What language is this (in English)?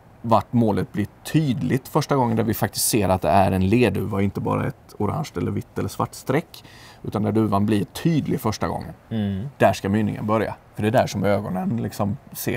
Swedish